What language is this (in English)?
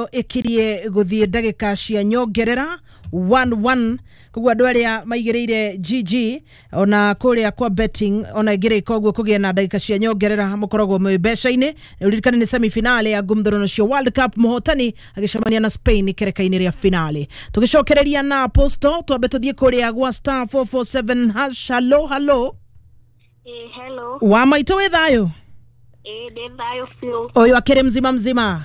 Kikuyu